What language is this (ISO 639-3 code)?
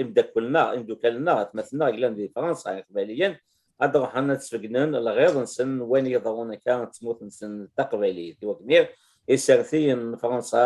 kab